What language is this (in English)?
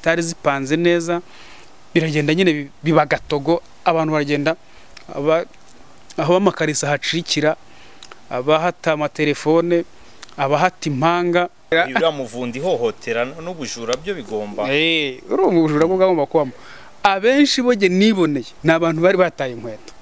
Kinyarwanda